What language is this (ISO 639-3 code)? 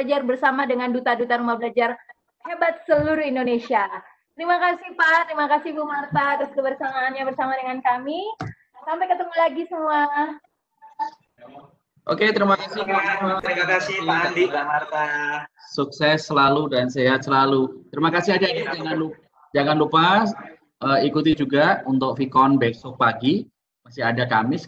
ind